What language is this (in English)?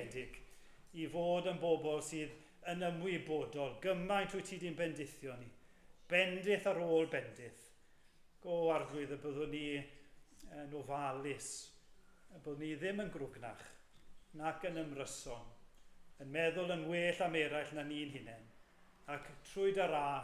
Welsh